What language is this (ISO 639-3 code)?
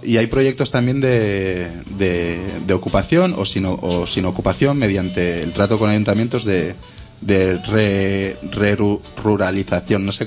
spa